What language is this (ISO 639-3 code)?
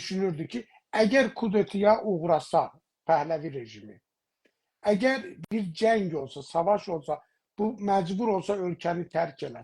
azb